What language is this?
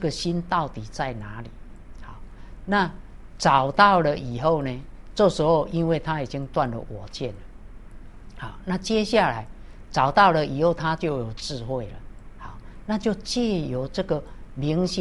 Chinese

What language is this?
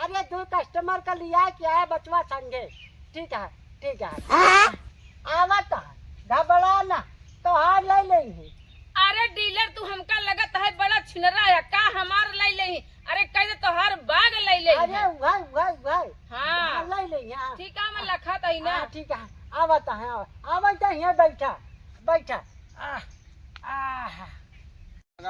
Awadhi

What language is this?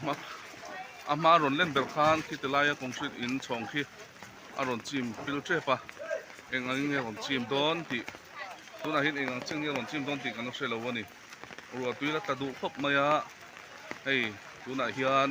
Mizo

